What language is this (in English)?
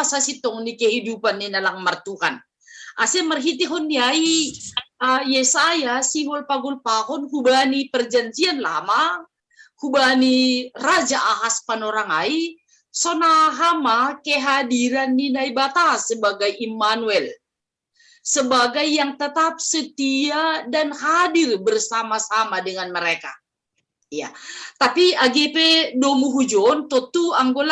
Batak Simalungun